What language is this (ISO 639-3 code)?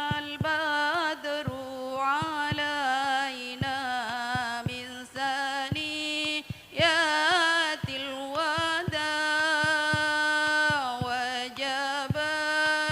mad